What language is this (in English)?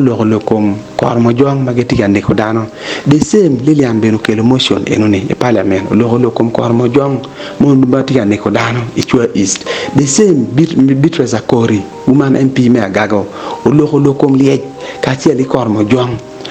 Acoli